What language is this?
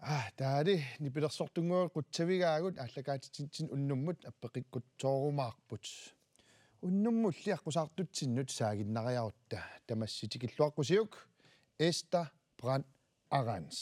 Kalaallisut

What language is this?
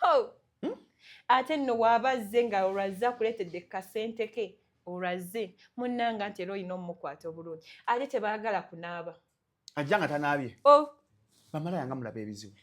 Ganda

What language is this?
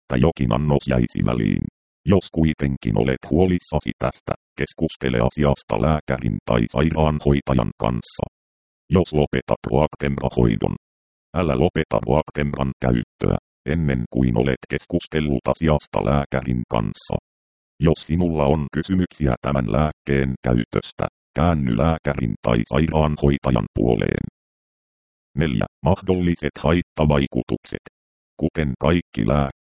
Finnish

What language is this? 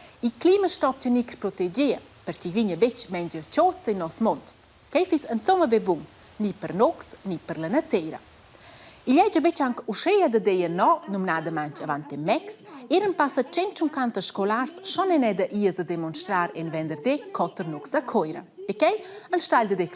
Romansh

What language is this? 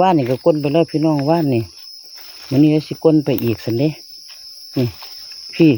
Lao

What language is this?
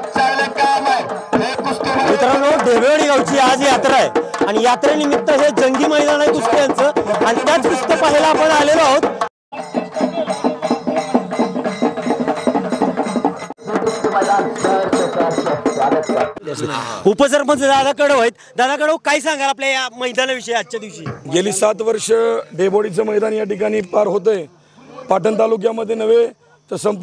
Marathi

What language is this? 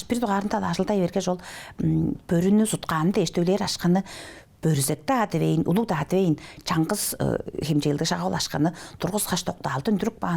Tuvinian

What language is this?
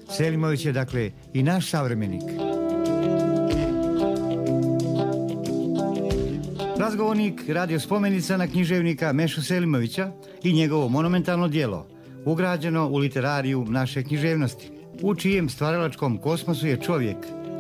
Serbian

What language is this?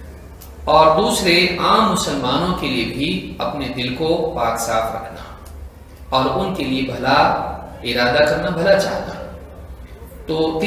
Urdu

